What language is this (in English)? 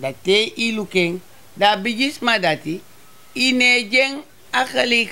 Sranan Tongo